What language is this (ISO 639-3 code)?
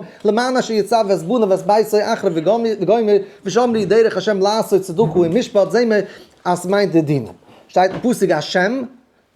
yid